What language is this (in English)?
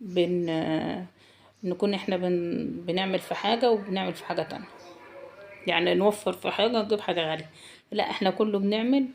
Egyptian Arabic